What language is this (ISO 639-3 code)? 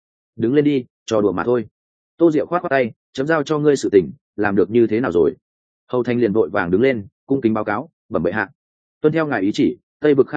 vie